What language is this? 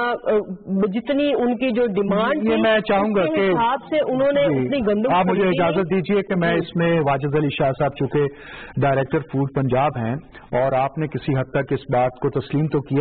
Urdu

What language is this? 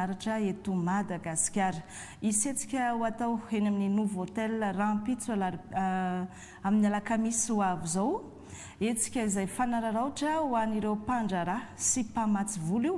Malagasy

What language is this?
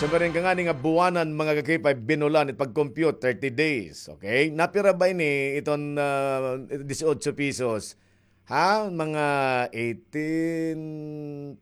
Waray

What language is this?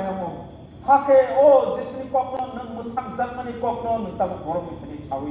Kok Borok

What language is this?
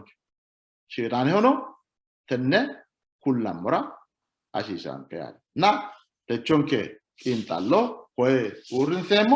Sidamo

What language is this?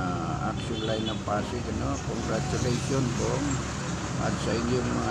Filipino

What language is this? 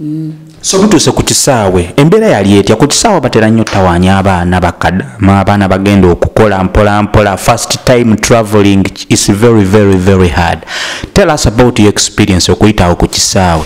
Ganda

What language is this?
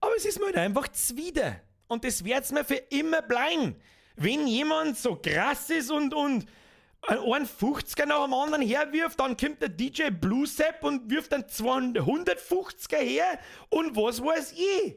Bavarian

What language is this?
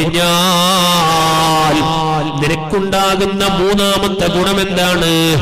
Malayalam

